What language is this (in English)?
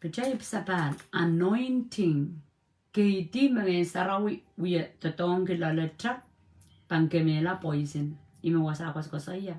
Pohnpeian